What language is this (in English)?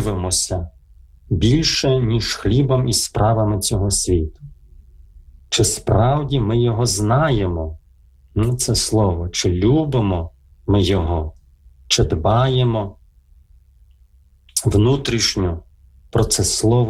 Ukrainian